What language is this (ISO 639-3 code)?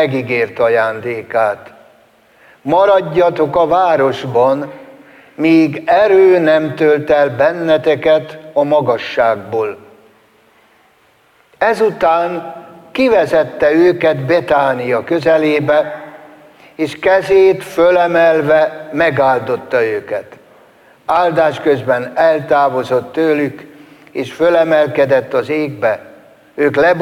hun